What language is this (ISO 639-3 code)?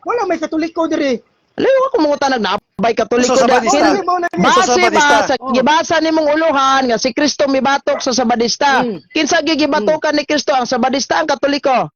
ceb